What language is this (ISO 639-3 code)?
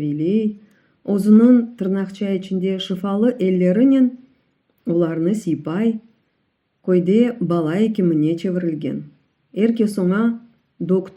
crh